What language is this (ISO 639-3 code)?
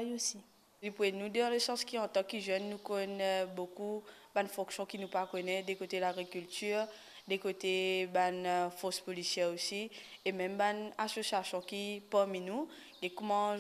mfe